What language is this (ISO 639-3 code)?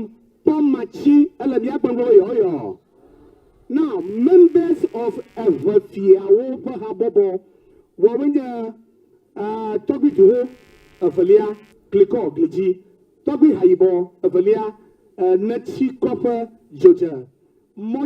ewe